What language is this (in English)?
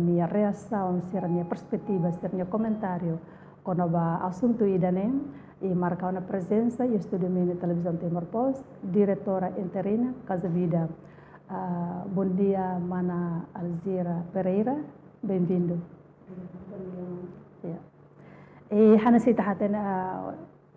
Tetum